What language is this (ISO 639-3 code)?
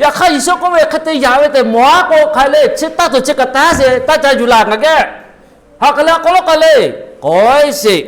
lhu